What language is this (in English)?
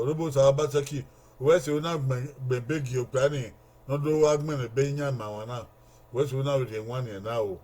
Bini